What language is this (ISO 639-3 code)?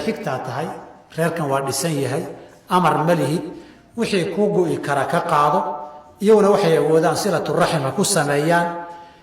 som